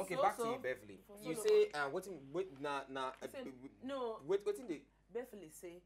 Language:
Nigerian Pidgin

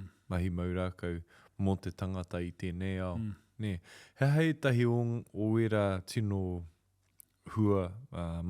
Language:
Māori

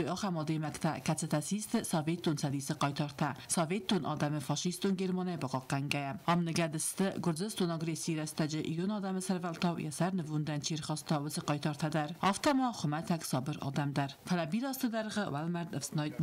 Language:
Ossetic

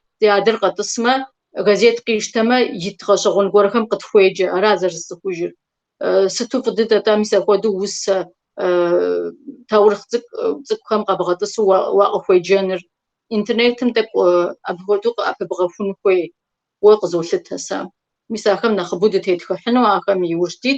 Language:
Kabardian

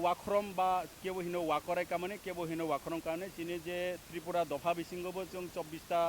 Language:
Kok Borok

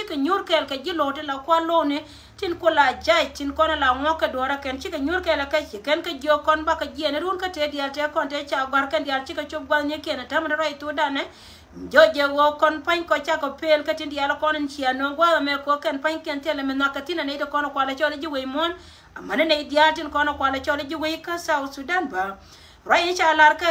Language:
Nuer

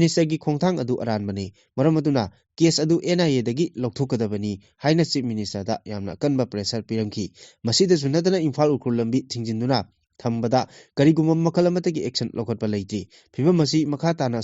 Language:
Manipuri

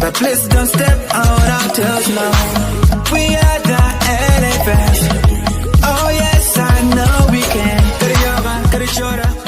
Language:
Acoli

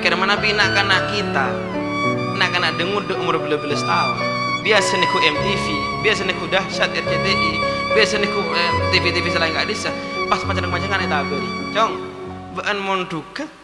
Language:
Madurese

